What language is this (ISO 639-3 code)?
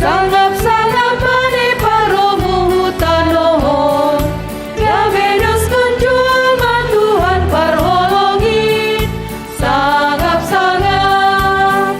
bts